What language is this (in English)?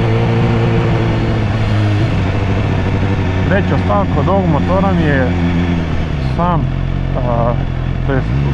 Serbian